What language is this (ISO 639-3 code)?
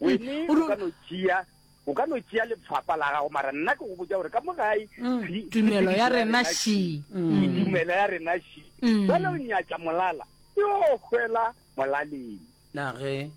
nso